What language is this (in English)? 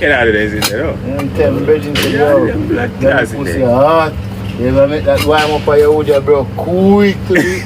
Jamaican Creole English